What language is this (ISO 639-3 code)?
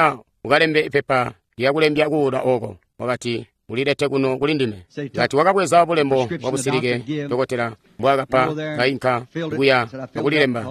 toi